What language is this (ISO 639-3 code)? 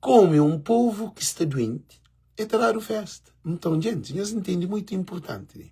kea